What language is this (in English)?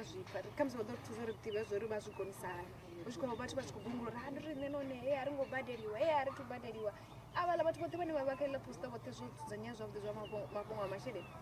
Venda